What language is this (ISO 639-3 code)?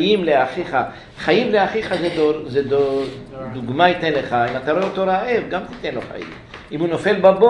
heb